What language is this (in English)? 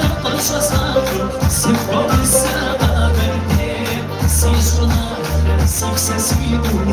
Kabardian